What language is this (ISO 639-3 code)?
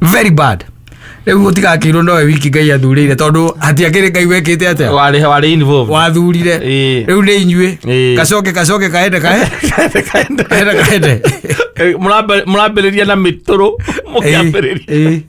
kik